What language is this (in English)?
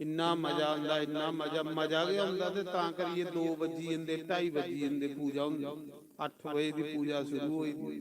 Dogri